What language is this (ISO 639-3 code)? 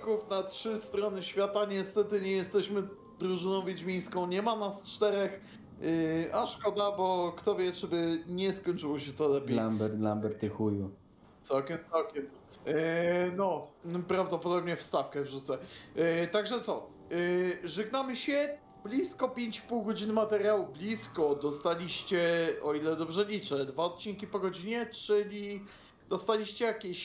pol